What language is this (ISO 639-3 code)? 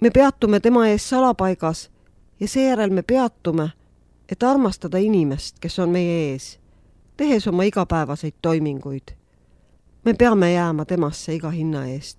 est